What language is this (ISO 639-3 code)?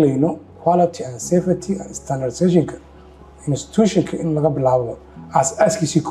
som